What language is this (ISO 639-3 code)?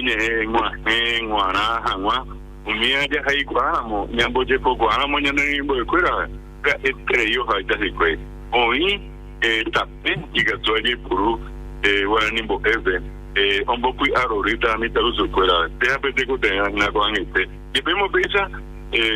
grn